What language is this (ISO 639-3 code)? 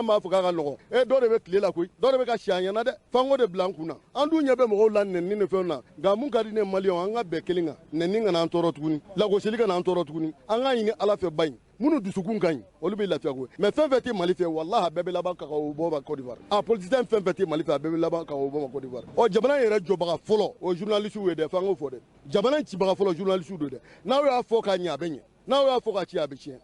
bam